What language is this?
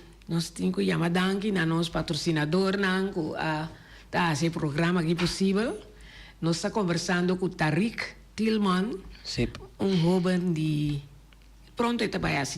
Papiamento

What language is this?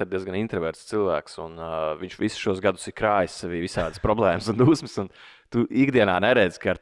Latvian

